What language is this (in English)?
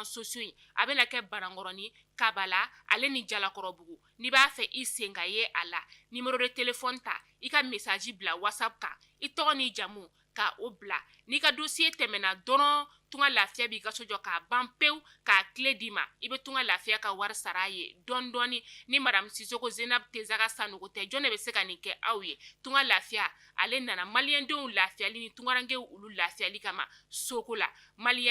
Bambara